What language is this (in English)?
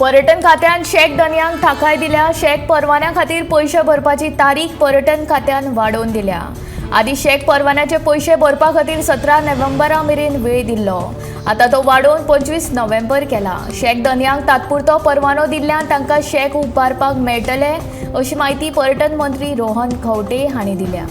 Konkani